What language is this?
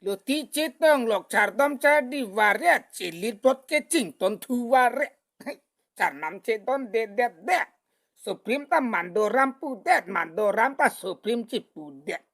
Karbi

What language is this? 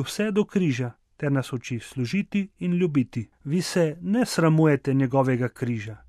Slovenian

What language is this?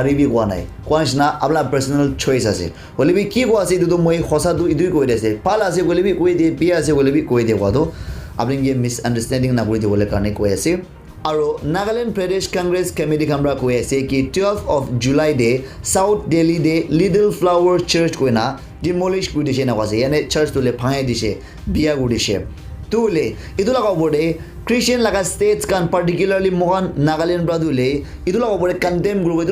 Naga Pidgin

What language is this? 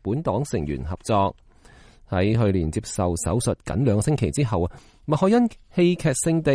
Cantonese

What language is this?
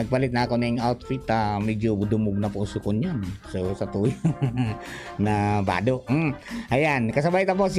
Bikol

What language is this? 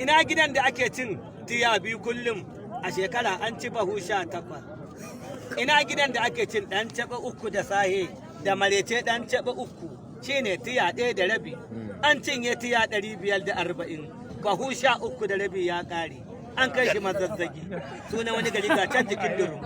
Hausa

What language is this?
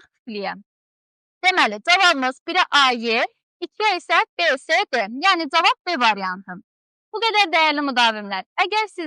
Azerbaijani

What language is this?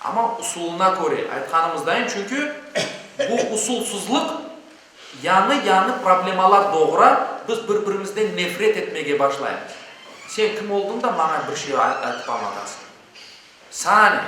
Crimean Tatar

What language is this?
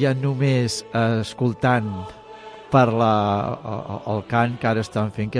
Catalan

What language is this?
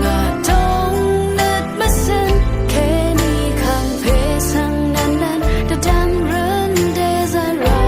Rawang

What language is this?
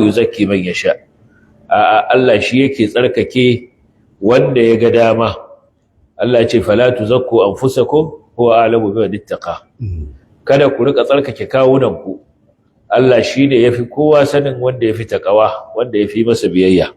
Hausa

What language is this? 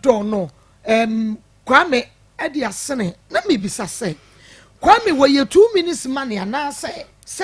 Akan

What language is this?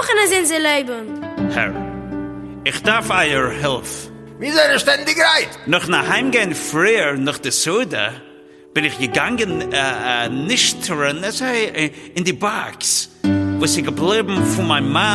Yiddish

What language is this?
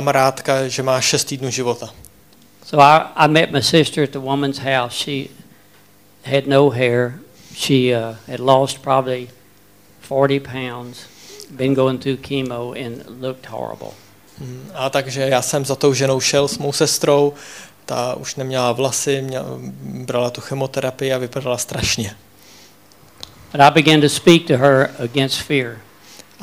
Czech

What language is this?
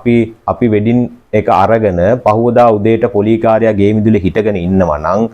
Sinhala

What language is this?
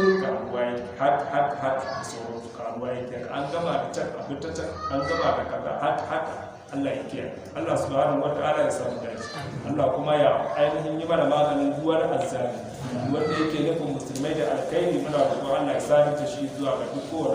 Hausa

